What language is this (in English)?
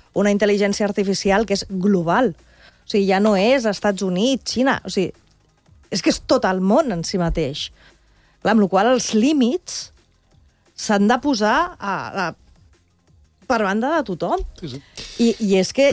Catalan